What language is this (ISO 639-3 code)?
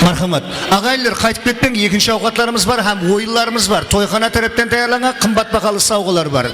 kaa